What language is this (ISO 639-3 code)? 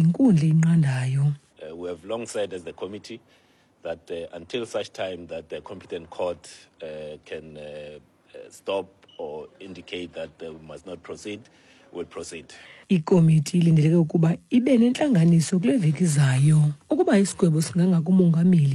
xho